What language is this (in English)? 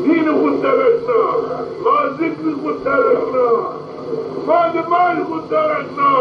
Zaza